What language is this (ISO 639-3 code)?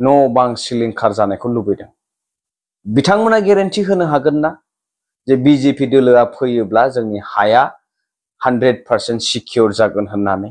brx